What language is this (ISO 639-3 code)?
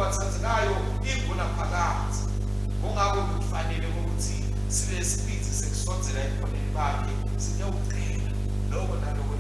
ssw